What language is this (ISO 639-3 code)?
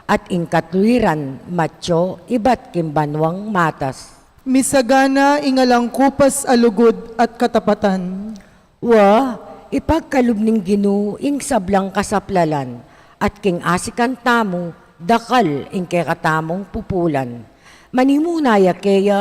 pam